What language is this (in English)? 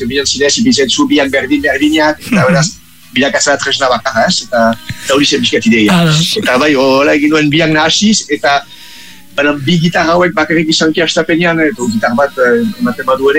Basque